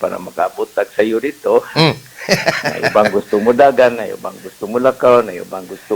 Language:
Cebuano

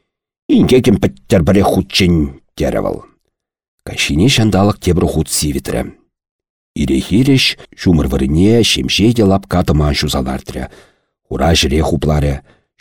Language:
Chuvash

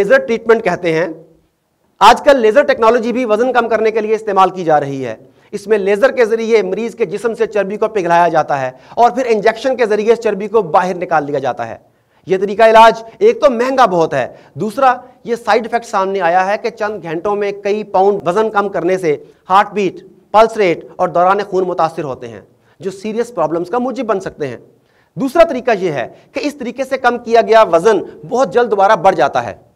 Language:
Urdu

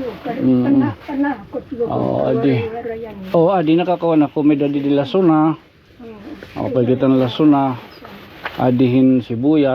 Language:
Waray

